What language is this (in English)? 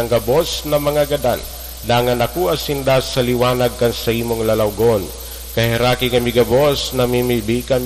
Bikol